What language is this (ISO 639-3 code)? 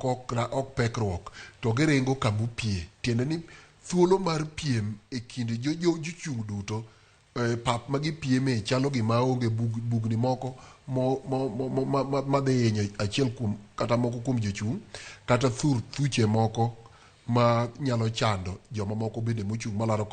luo